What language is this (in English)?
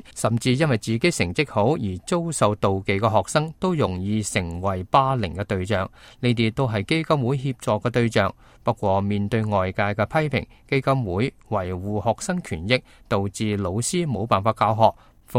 Cantonese